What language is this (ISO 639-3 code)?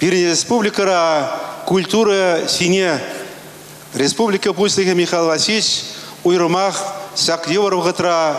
chv